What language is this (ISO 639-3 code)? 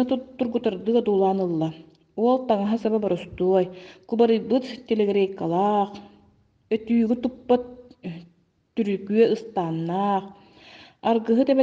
sah